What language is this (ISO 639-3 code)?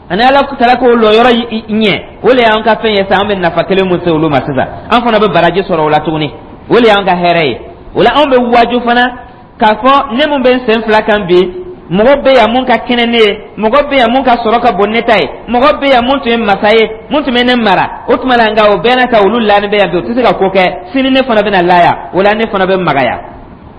dyu